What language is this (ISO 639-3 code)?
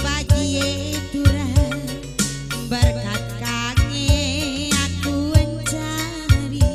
btx